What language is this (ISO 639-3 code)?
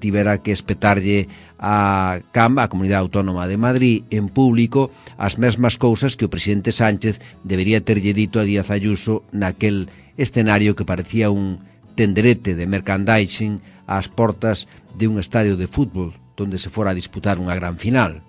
glg